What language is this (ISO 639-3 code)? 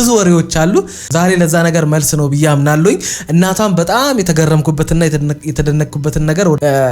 amh